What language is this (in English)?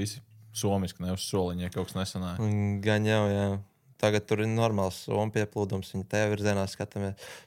Latvian